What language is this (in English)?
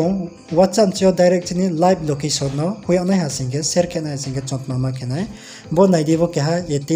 Riang (India)